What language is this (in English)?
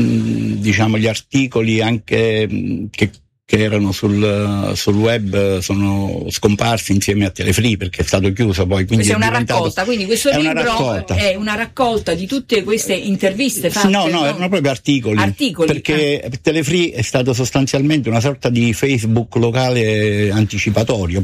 Italian